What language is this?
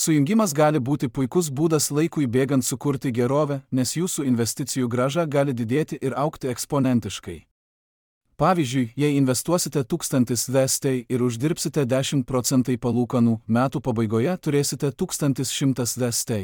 Lithuanian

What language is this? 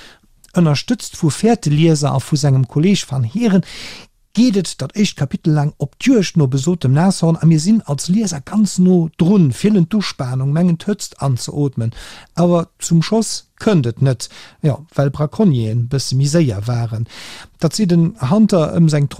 Luxembourgish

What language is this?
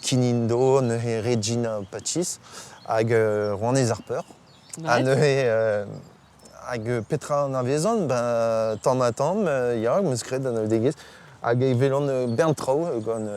Breton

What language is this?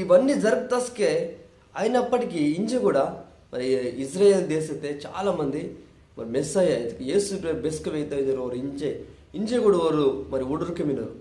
Koya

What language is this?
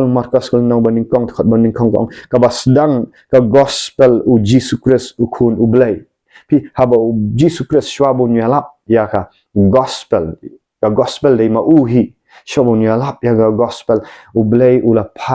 Khasi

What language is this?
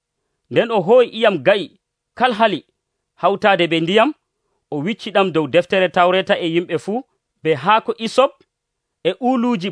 Nigerian Fulfulde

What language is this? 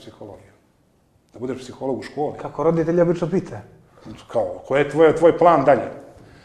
Serbian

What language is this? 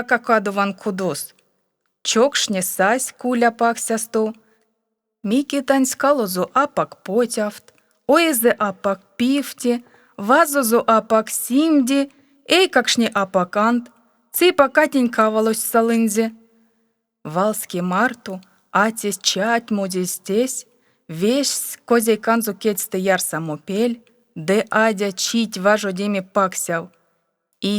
Erzya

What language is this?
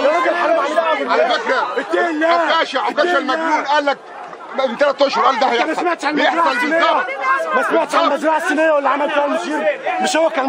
Egyptian Arabic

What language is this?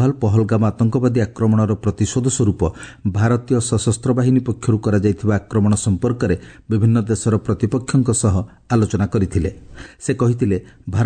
Odia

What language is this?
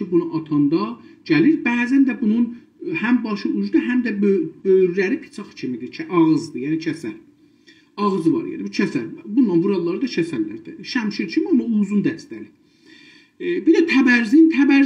South Azerbaijani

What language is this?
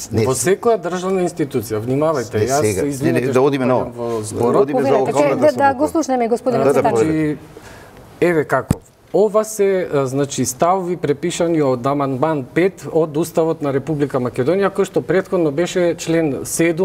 Macedonian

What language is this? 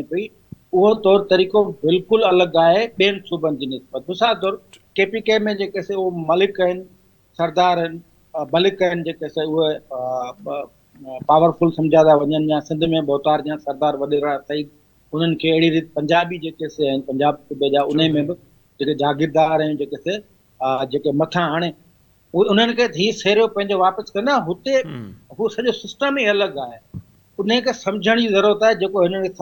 Sindhi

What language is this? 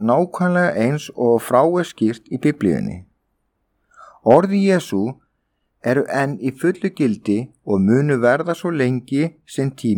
Icelandic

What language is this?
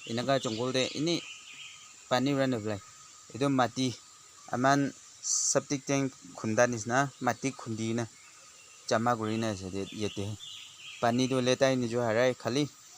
Naga Pidgin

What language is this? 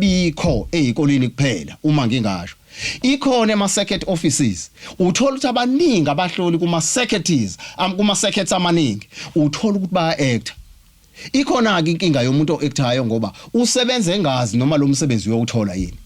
Zulu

